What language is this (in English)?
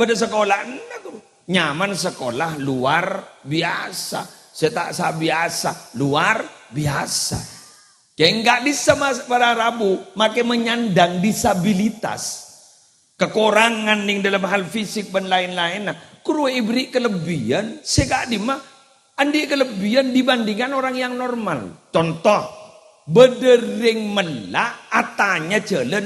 Madurese